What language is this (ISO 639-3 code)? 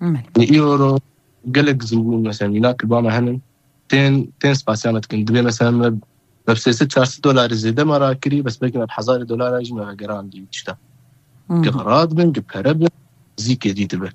kur